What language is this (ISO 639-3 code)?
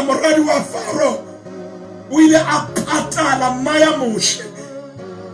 sot